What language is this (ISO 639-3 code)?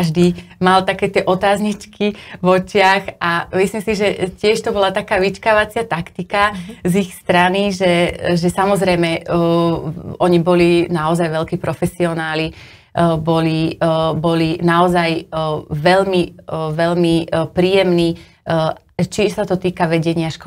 slk